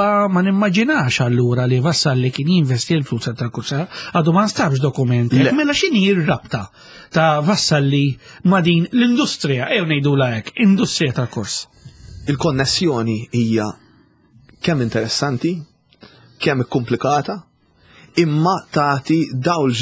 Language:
Maltese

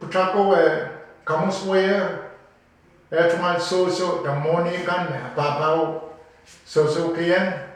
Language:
Pohnpeian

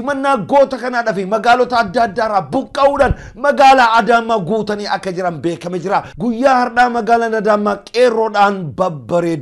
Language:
Oromo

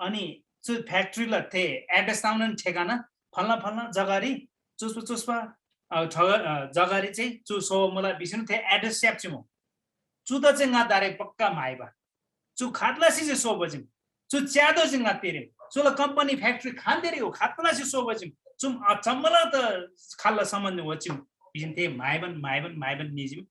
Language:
Eastern Tamang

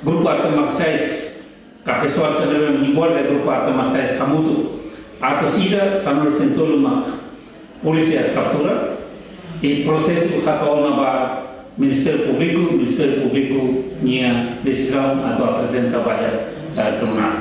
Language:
Tetum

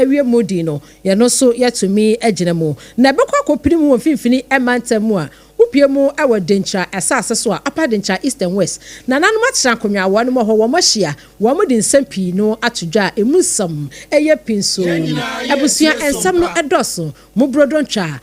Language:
Akan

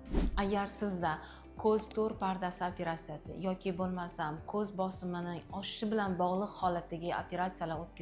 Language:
Uzbek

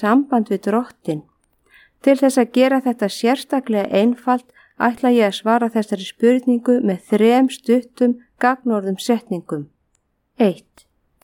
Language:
Icelandic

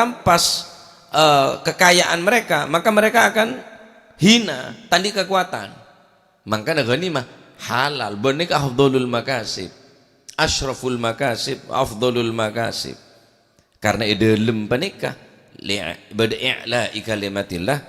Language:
Madurese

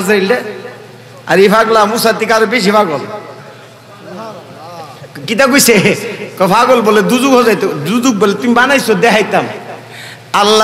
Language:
Bangla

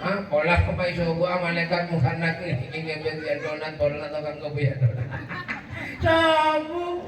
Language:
Madurese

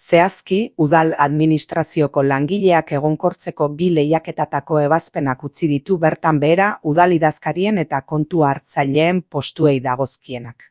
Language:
Basque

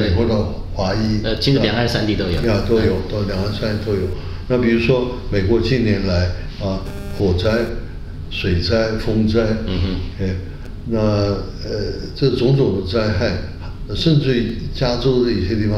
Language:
Chinese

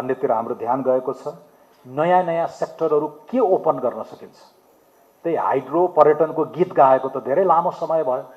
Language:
Nepali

